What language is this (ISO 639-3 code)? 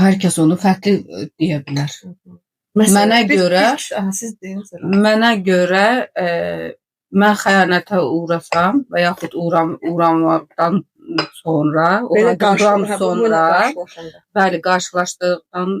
aze